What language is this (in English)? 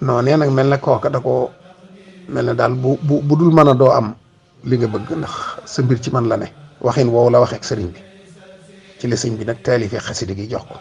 Wolof